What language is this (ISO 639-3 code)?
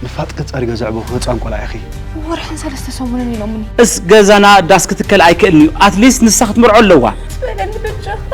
tir